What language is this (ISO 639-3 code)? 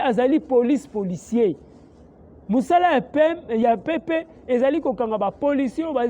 lin